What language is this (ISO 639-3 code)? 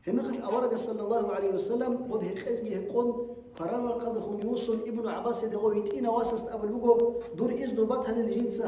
ava